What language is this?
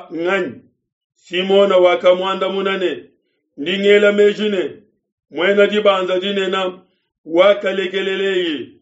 Luba-Lulua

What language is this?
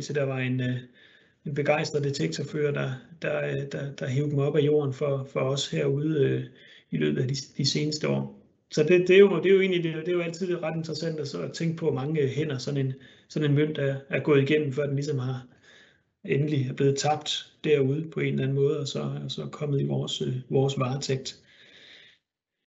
Danish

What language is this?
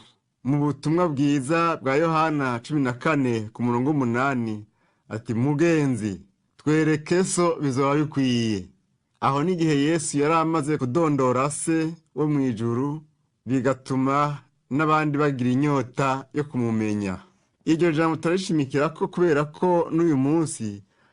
Rundi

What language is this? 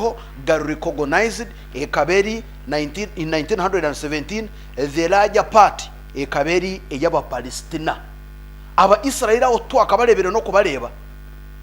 Nyankole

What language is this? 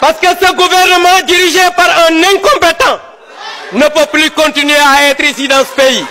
Wolof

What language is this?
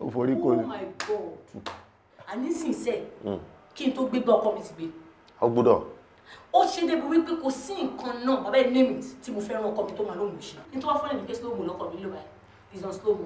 Yoruba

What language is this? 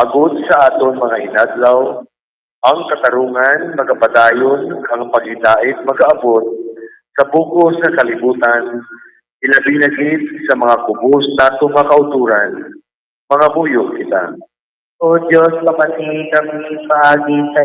Hiligaynon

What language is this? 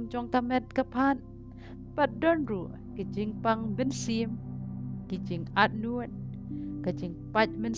Khasi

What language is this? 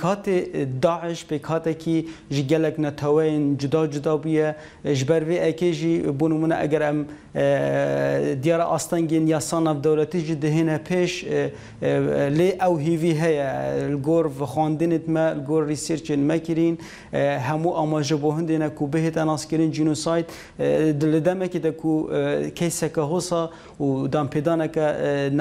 Kurdish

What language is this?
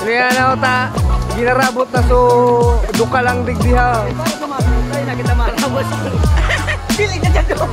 Bikol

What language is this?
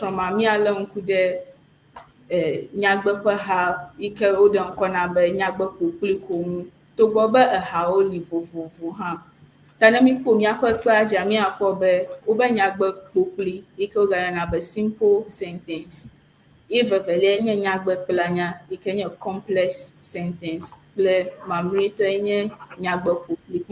Ewe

